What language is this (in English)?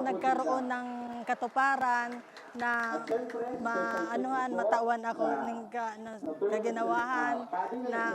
Bikol